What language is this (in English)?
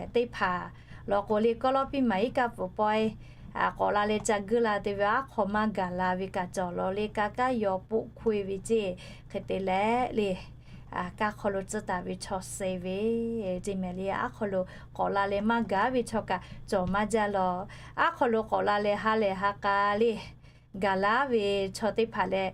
Lahu